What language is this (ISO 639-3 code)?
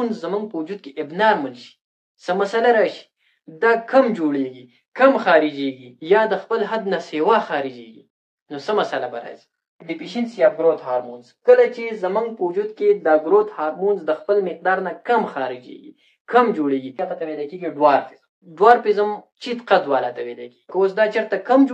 pus